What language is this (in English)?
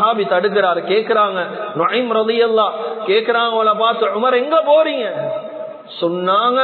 Tamil